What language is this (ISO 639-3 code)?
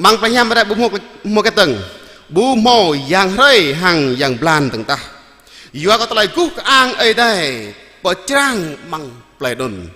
jra